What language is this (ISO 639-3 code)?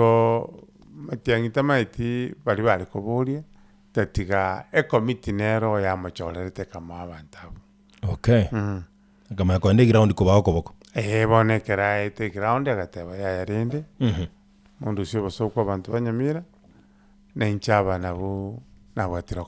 guz